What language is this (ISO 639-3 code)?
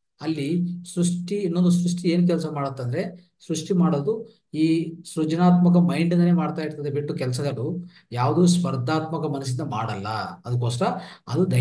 kan